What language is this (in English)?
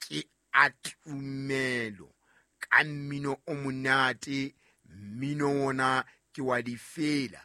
Southern Sotho